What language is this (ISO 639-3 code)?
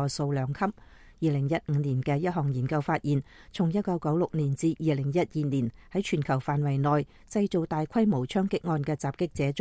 yue